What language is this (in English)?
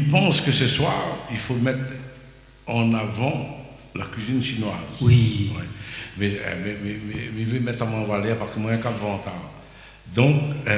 Réunion Creole French